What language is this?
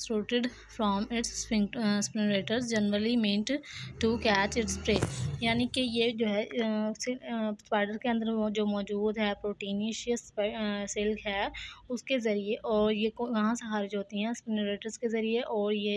Hindi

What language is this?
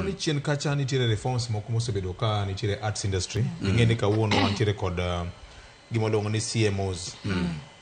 Luo (Kenya and Tanzania)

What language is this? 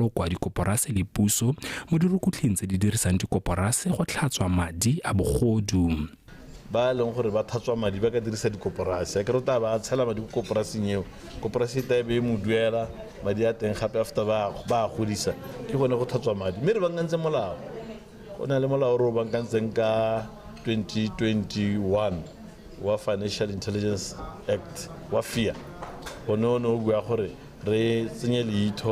Tswana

